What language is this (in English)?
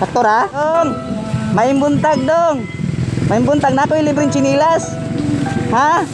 Cebuano